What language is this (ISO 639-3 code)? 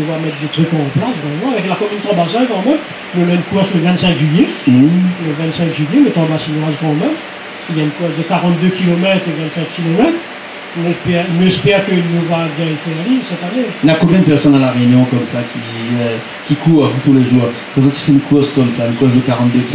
rcf